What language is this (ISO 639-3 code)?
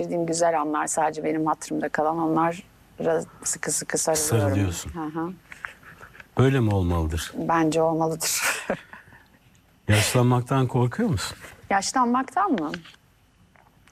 tur